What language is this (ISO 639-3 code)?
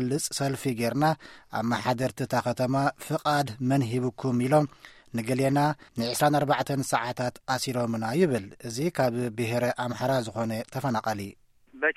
tir